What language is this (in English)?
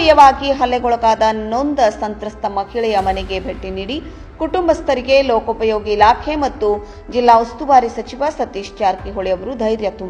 Kannada